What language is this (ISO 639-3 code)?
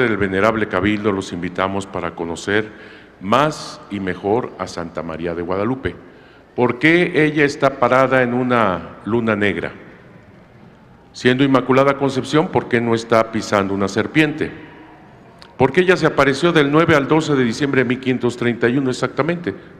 spa